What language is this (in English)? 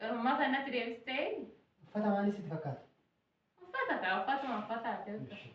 Oromo